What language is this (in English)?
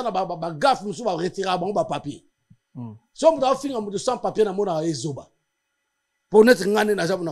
Lingala